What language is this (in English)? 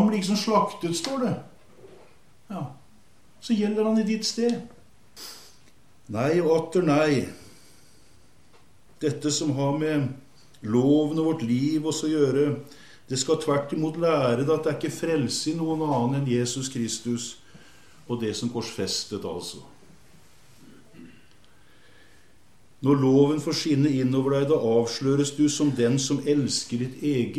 Norwegian